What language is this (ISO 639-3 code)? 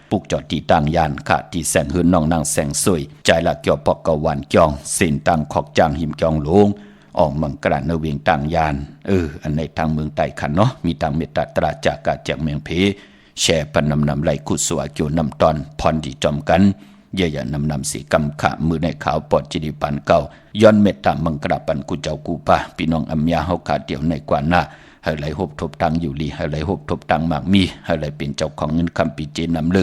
shn